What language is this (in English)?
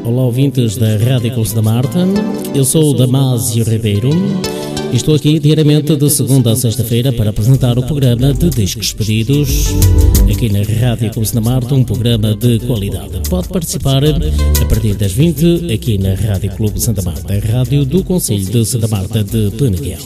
Portuguese